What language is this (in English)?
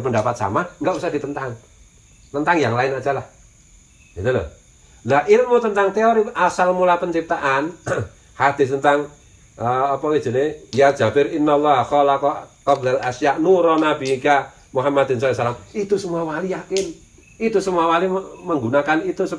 Indonesian